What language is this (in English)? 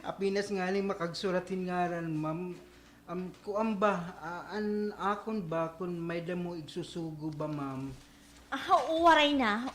Waray